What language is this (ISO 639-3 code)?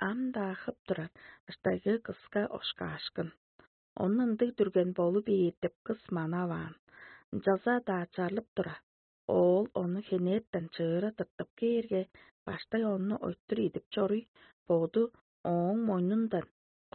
tyv